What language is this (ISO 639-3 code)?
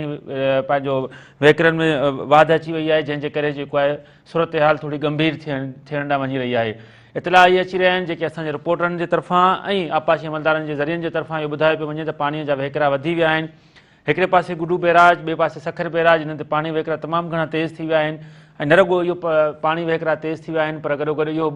snd